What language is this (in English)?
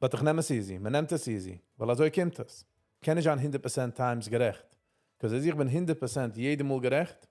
Yiddish